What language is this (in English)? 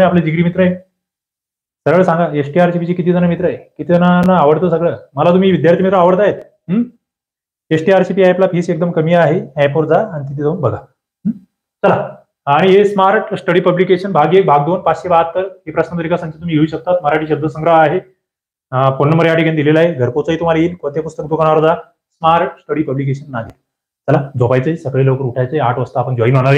Marathi